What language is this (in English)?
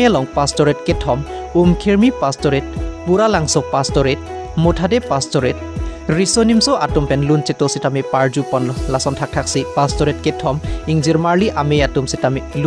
Karbi